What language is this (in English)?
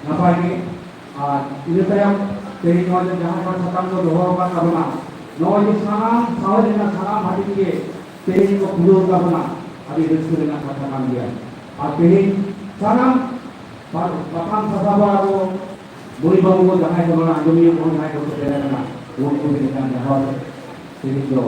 Santali